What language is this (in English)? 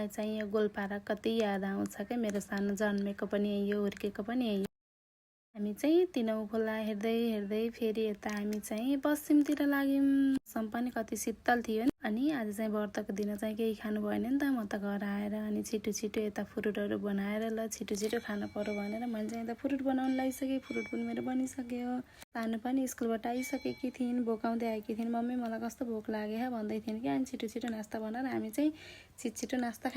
Nepali